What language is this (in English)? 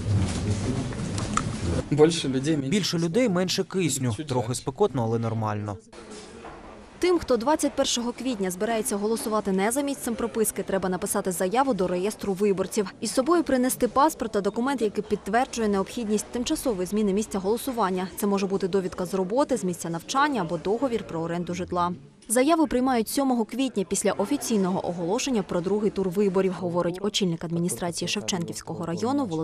Ukrainian